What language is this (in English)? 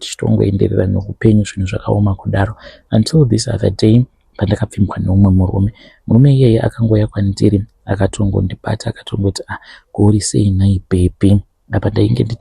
Shona